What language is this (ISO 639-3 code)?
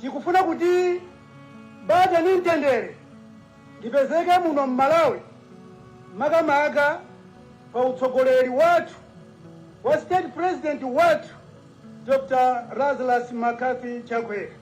nya